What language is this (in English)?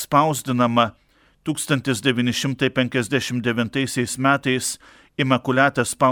Lithuanian